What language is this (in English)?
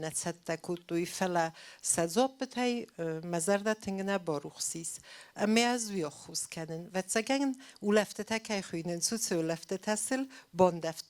Ossetic